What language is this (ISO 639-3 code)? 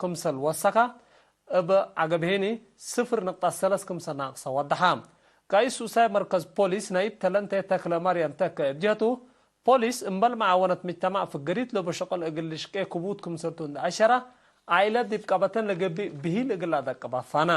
tig